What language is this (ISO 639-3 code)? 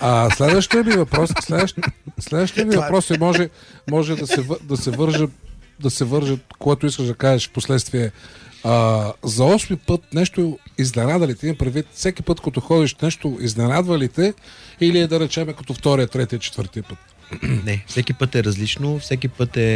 bul